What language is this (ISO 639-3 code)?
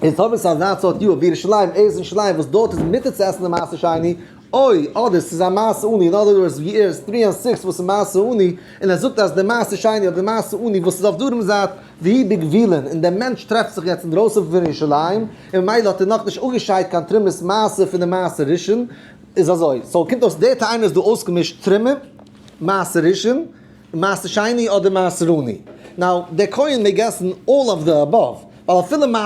yid